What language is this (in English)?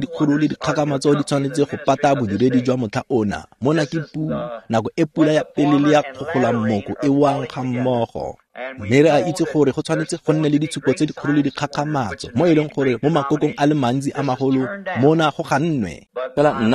Tswana